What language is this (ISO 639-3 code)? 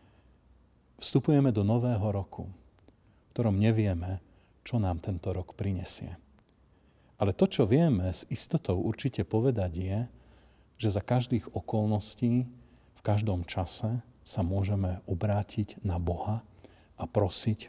slk